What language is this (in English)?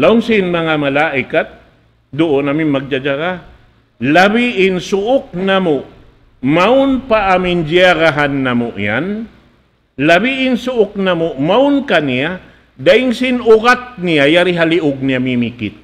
Tausug